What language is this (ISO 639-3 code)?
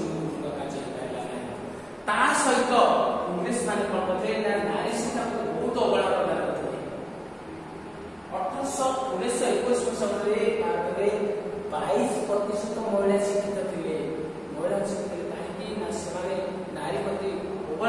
ori